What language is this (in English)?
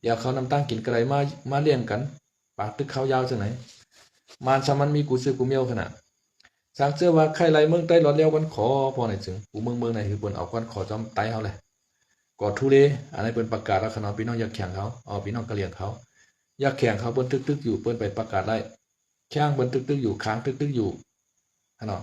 Shan